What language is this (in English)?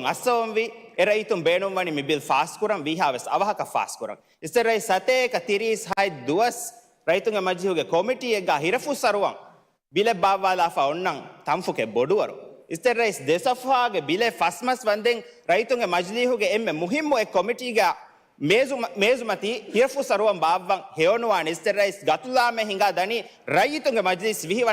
Divehi